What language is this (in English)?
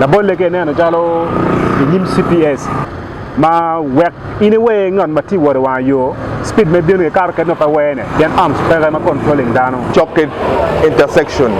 Acoli